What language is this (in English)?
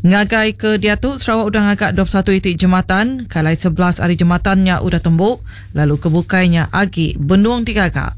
Iban